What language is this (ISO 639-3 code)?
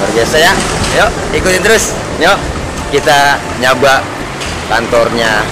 bew